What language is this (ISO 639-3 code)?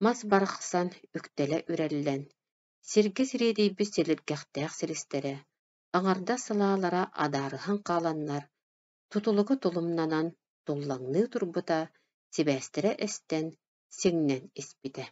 sah